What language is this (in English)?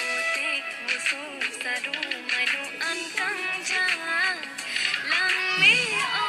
Karbi